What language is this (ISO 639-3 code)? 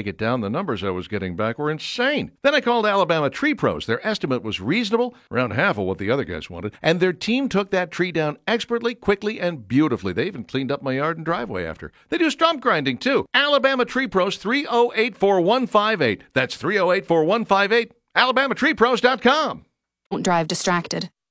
eng